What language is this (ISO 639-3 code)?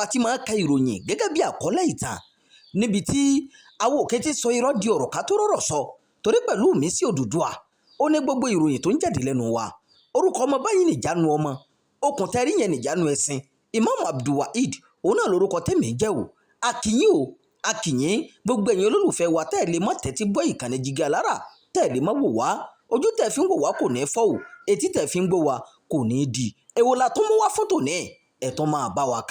yor